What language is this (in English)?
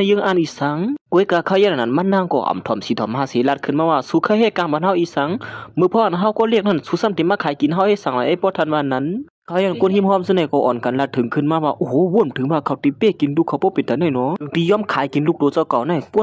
Shan